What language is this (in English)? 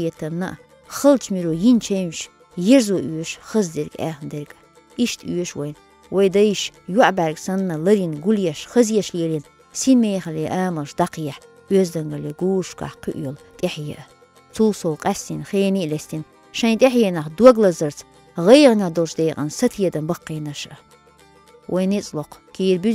Chechen